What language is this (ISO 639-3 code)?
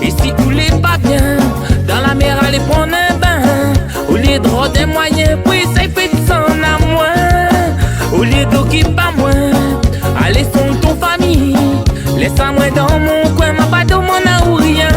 rcf